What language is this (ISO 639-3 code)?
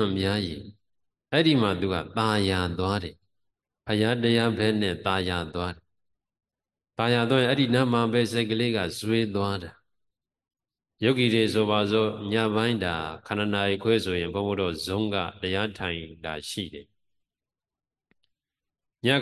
mya